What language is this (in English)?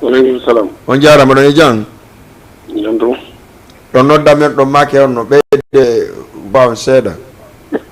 Fula